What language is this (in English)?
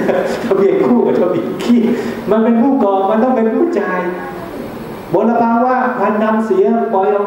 Thai